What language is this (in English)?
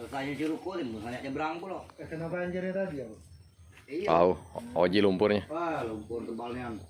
Musi